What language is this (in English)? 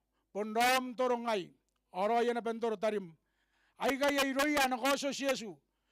Gilbertese